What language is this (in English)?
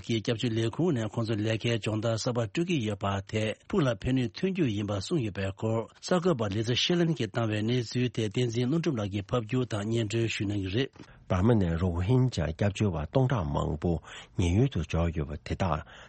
Tibetan